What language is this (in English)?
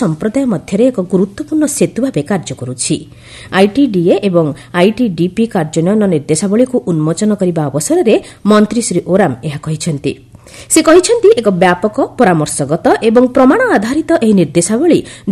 Odia